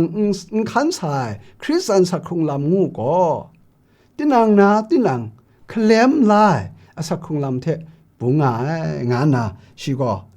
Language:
Kachin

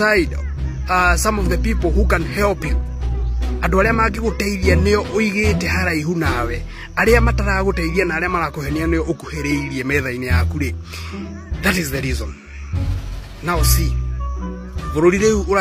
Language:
Kikuyu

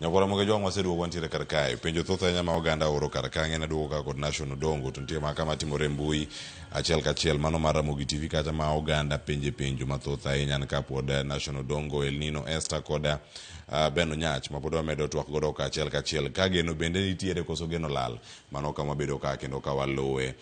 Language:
Luo (Kenya and Tanzania)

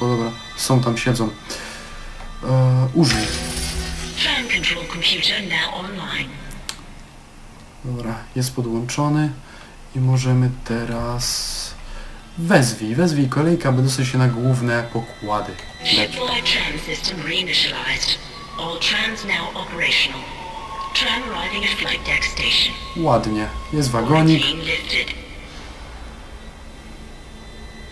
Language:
Polish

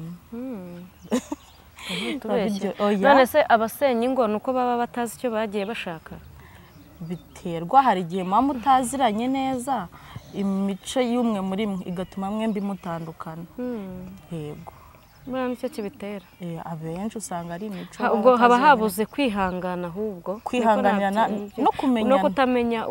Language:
Kinyarwanda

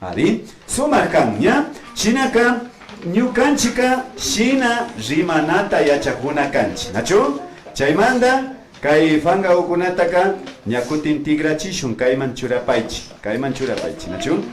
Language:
Imbabura Highland Quichua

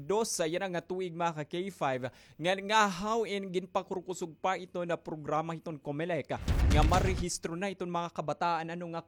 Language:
Waray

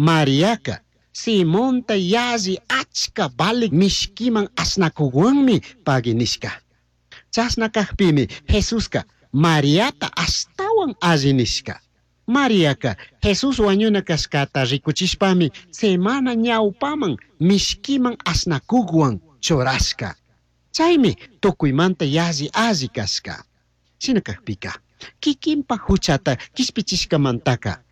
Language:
Chimborazo Highland Quichua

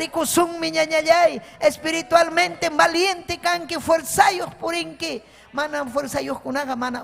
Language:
Ayacucho Quechua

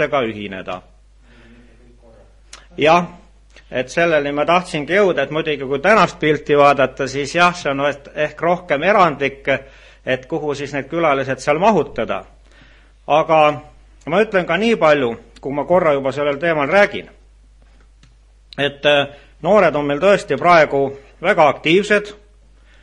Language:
Estonian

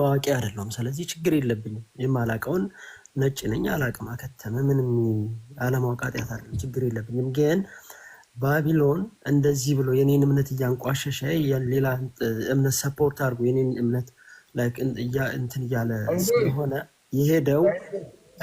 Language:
Amharic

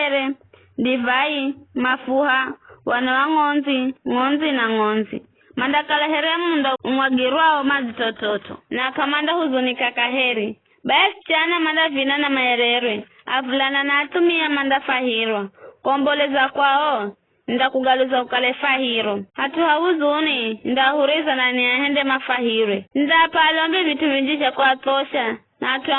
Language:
Giryama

